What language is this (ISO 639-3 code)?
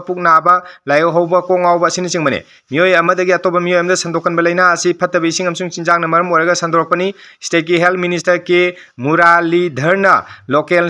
mni